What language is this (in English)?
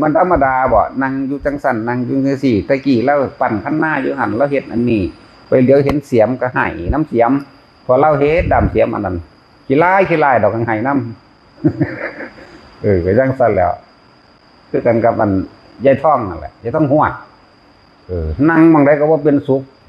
Northeastern Thai